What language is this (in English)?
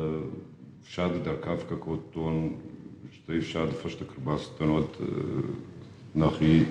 Ossetic